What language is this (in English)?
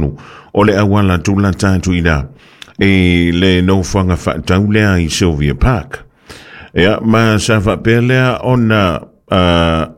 Samoan